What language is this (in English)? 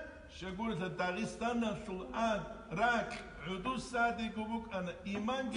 Avaric